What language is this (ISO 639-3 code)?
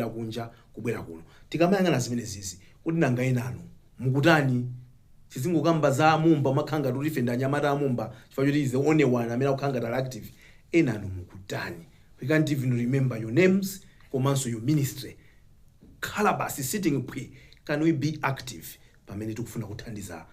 nya